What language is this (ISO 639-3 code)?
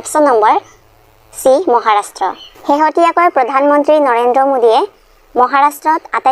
asm